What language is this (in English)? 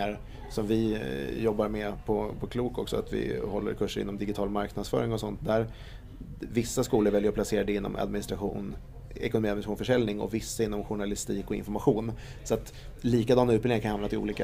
Swedish